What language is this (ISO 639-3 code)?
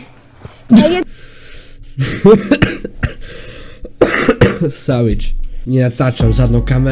slk